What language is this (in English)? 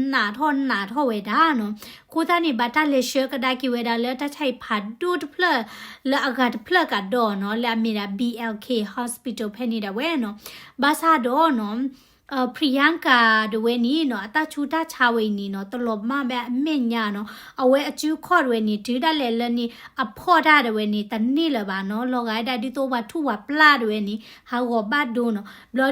S'gaw Karen